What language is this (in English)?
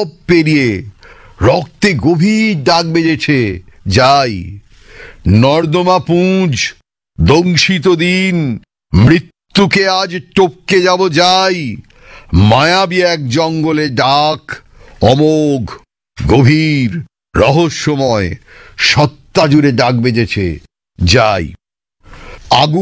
Bangla